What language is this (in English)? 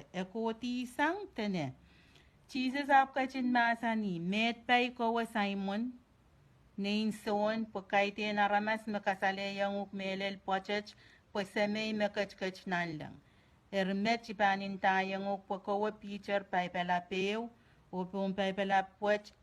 Pohnpeian